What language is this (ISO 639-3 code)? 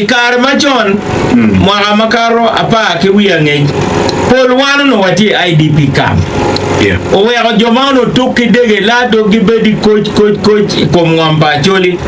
ach